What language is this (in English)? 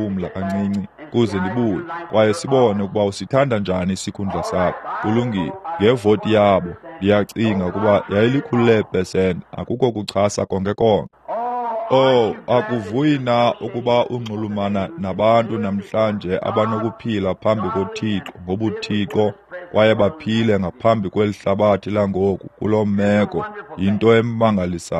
Xhosa